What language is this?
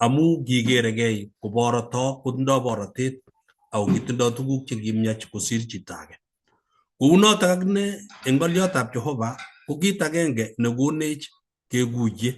Kalenjin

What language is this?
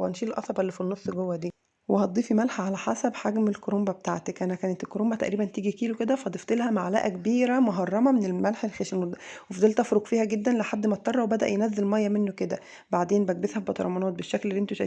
Egyptian Arabic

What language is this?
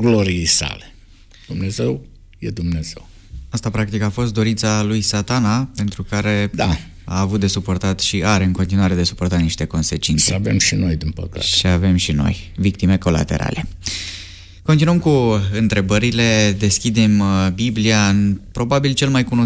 Romanian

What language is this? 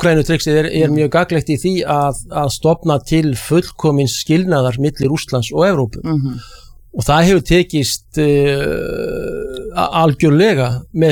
Icelandic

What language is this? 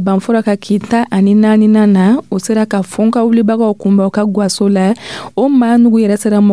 Dyula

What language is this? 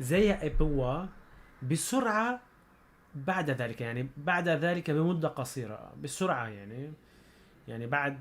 North Levantine Arabic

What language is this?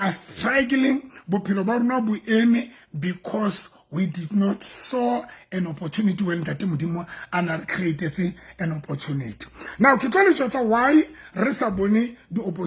Southern Sotho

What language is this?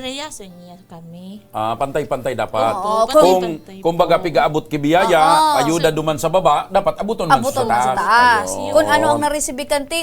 Bikol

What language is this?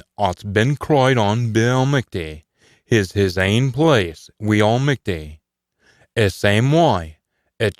Scots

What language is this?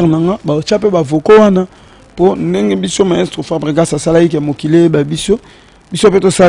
Lingala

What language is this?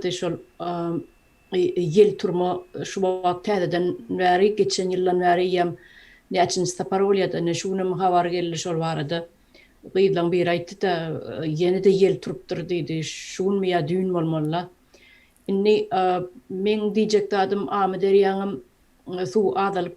Turkmen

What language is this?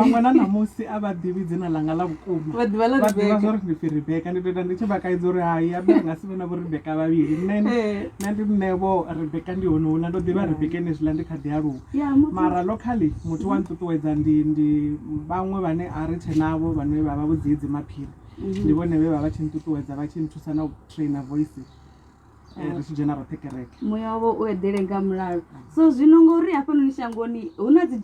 Venda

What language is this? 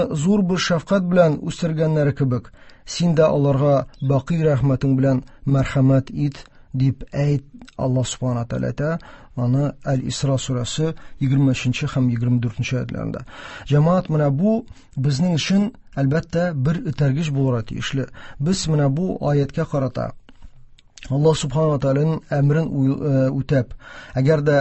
Tatar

